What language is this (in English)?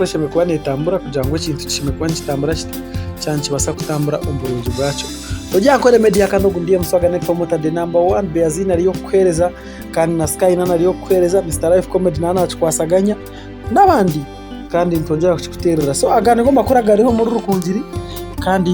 Nyankole